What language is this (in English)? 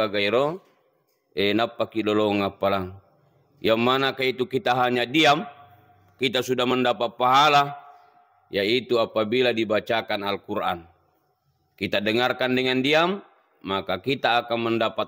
Buginese